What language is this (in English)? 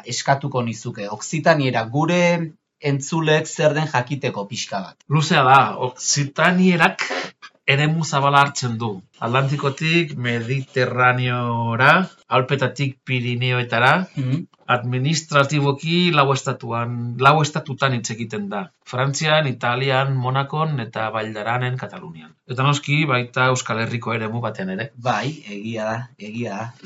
Basque